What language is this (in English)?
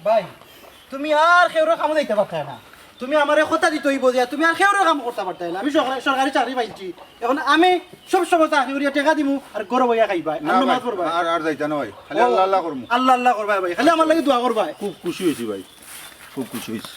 Sylheti